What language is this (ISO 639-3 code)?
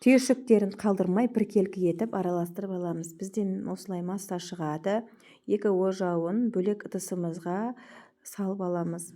kaz